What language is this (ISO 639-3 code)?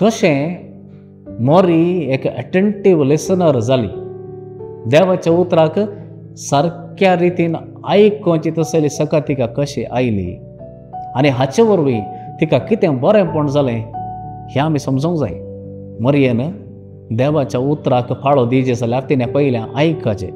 kok